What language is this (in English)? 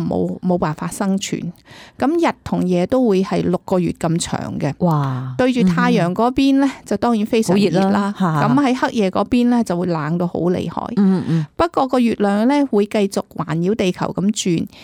Cantonese